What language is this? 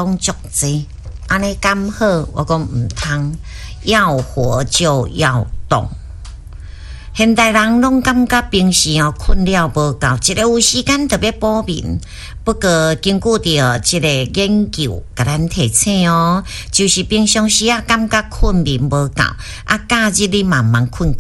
Min Nan Chinese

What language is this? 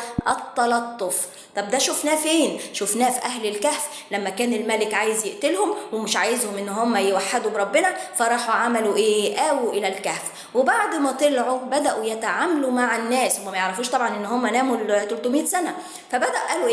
Egyptian Arabic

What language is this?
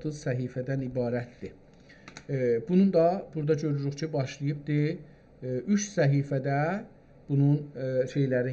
South Azerbaijani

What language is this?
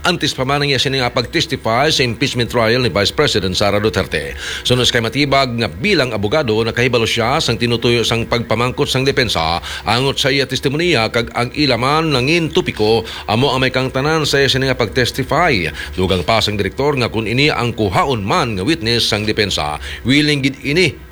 Hiligaynon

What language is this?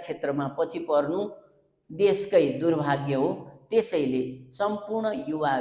Nepali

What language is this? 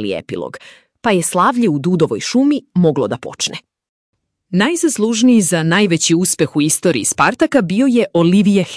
Serbian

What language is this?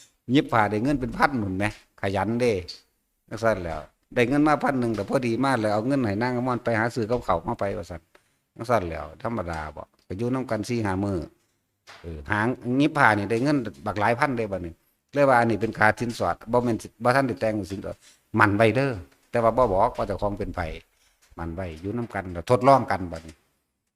Northeastern Thai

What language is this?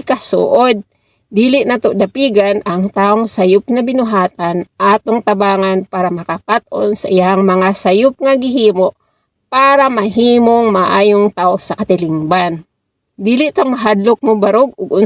Cebuano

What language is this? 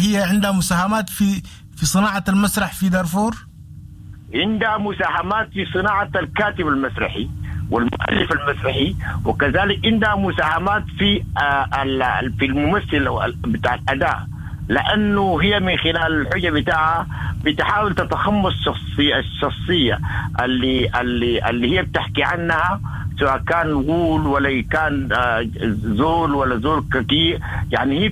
Sudanese Arabic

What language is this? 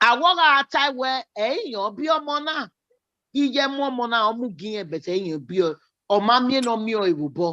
Bini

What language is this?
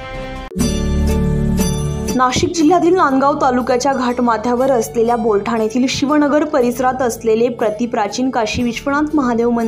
Marathi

